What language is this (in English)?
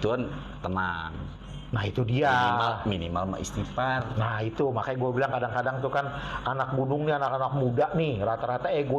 Betawi